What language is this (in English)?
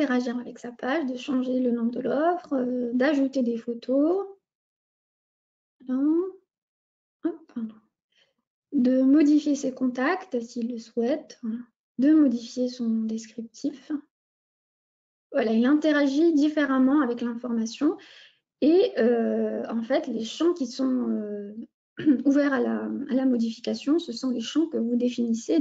French